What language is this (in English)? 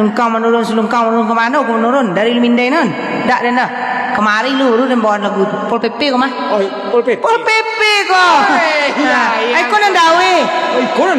Minangkabau